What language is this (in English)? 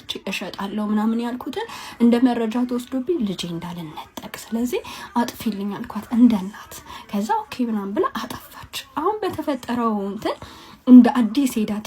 Amharic